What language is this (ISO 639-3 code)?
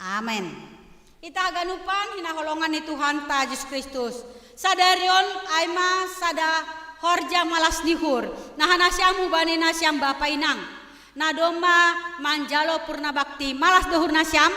bts